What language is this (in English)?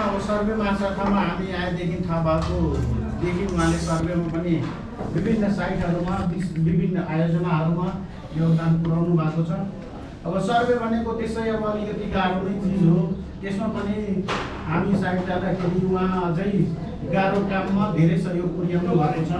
Nepali